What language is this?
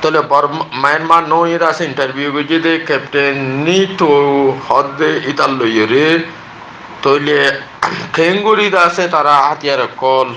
Rohingya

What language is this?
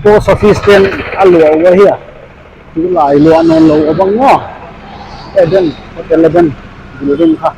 Paite Chin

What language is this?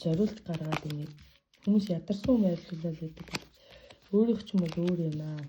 Mongolian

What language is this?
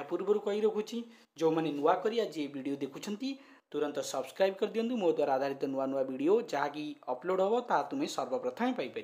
Odia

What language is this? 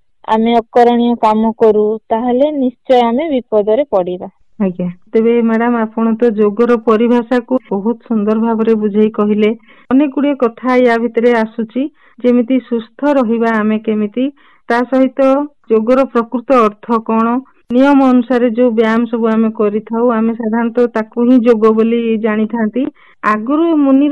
Odia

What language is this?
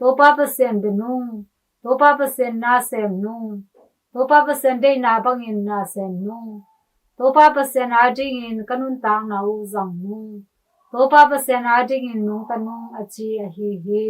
Tedim Chin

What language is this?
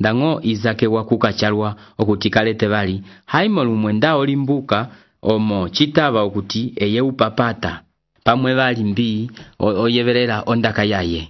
Umbundu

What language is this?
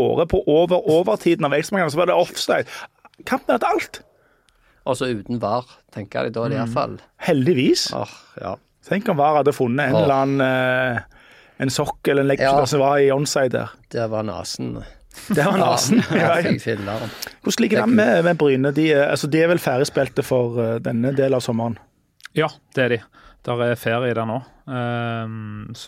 Norwegian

